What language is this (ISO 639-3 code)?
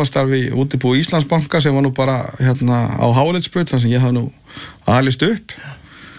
isl